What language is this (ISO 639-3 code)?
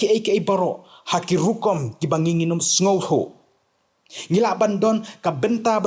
kha